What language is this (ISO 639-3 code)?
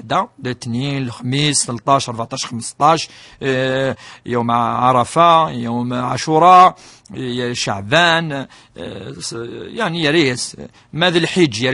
kab